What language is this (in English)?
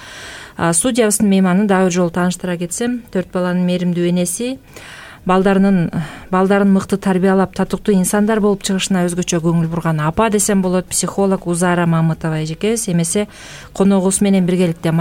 Kyrgyz